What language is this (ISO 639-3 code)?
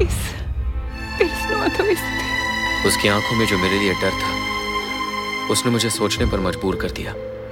hin